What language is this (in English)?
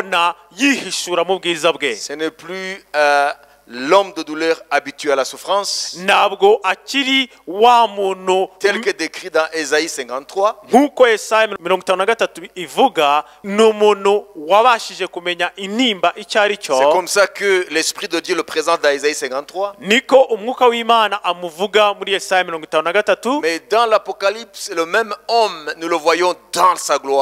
Kinyarwanda